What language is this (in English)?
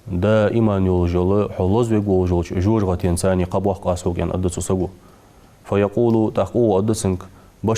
Ingush